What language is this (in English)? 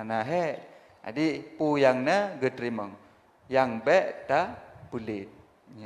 Achinese